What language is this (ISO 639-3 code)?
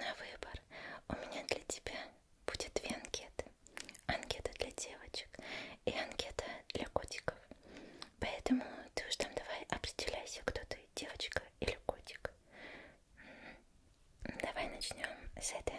rus